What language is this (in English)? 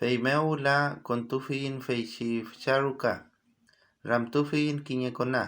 Mapuche